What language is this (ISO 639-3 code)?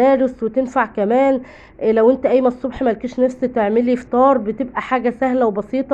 arz